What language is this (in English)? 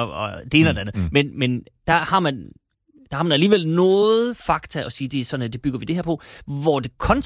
Danish